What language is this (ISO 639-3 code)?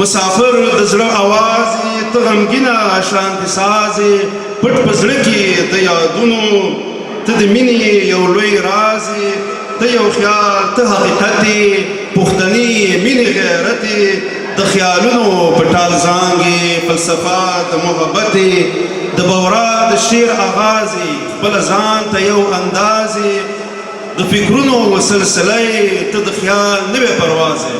pus